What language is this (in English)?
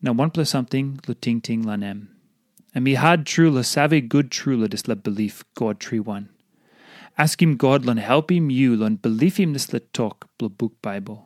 Tok Pisin